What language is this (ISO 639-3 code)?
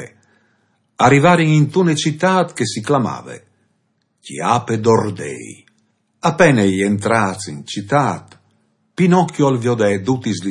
fur